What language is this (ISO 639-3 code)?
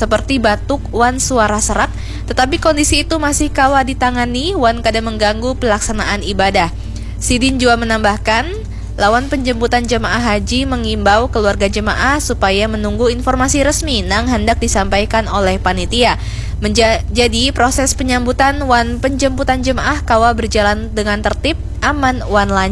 bjn